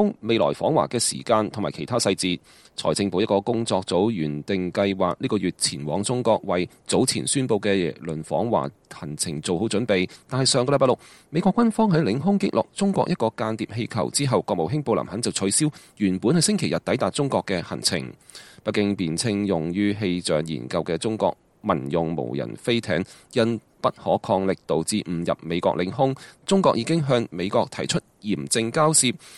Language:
Cantonese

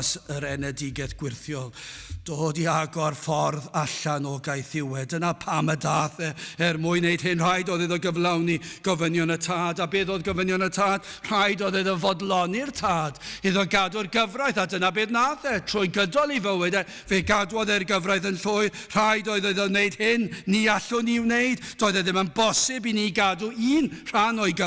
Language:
Welsh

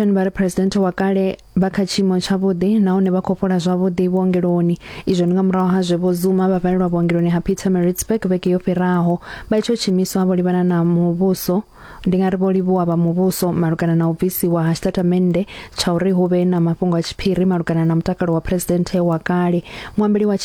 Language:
Venda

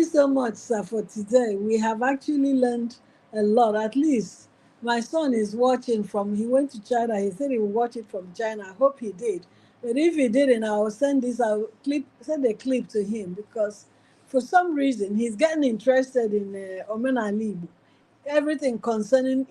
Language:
Igbo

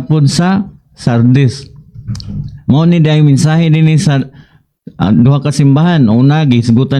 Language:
Cebuano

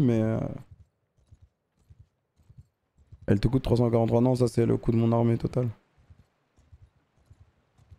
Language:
French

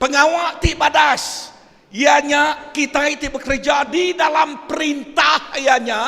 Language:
Iban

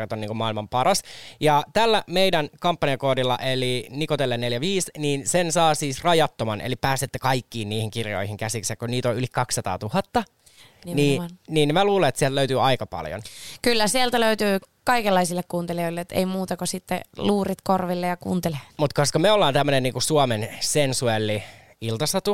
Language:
Finnish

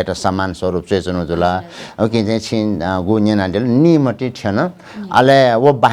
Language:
Newari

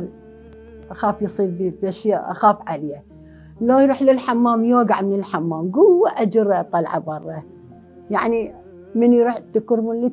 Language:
Mesopotamian Arabic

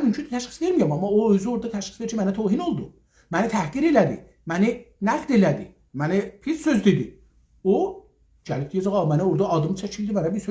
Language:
South Azerbaijani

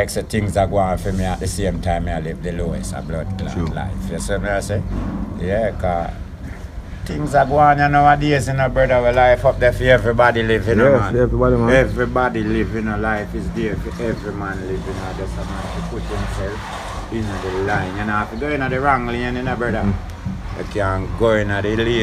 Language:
Jamaican Creole English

